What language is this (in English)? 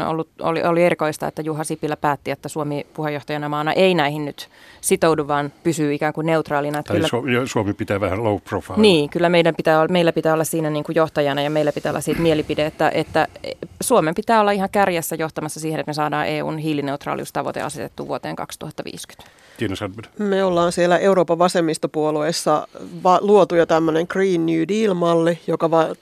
Finnish